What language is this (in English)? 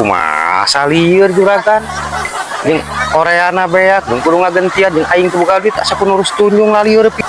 Sundanese